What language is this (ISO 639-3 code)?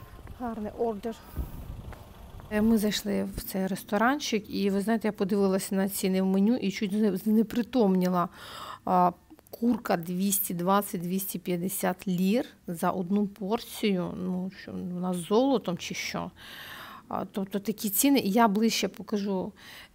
ukr